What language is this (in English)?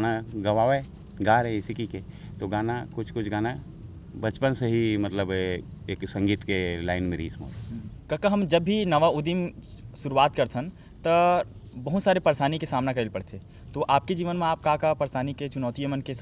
Chhattisgarhi